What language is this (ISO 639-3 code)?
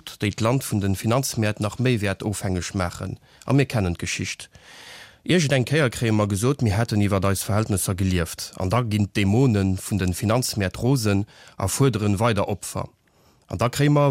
ltz